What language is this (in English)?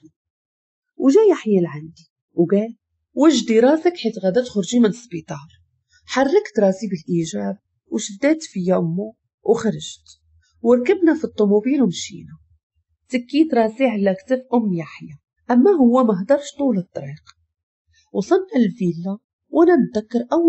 Moroccan Arabic